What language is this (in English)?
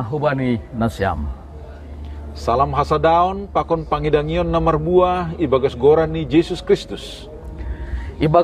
Batak Simalungun